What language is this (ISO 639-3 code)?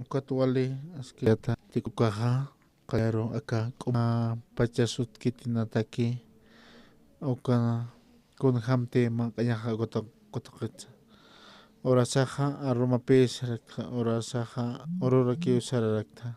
aym